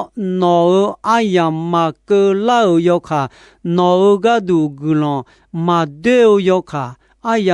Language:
Akha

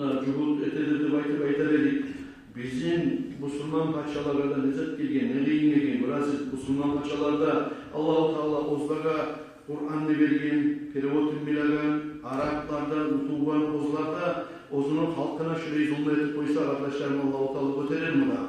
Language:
Kumyk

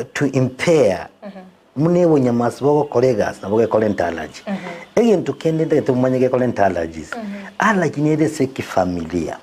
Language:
Gusii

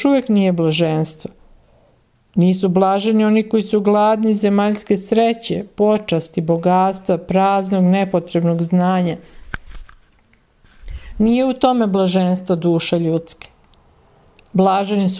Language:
Croatian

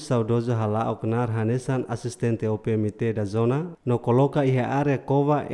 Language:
Tetum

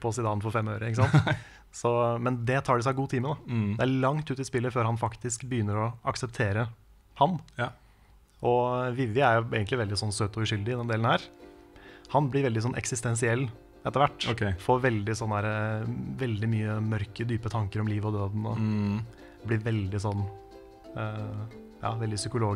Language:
Norwegian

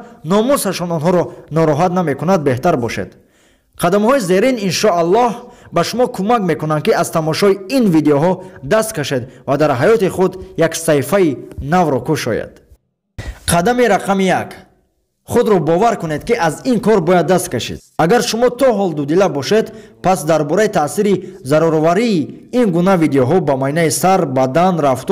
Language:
Tajik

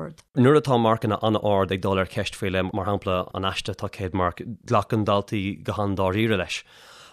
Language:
Irish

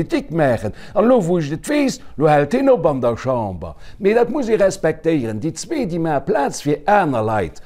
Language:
Luxembourgish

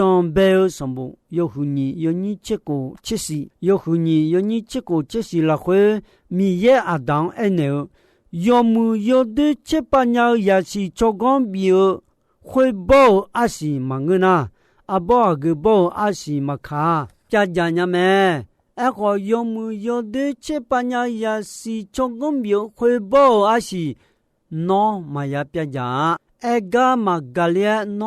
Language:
Akha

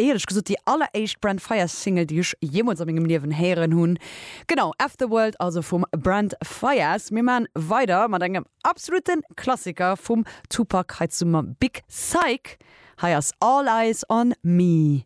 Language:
Luxembourgish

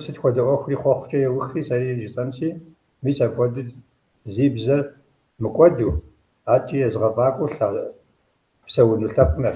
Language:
Kabardian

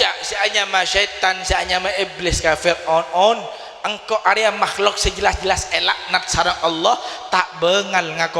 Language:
Madurese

